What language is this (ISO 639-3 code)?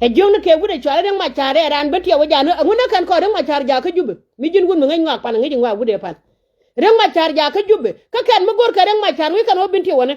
nus